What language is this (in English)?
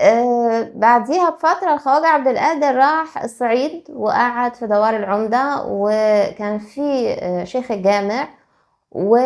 Egyptian Arabic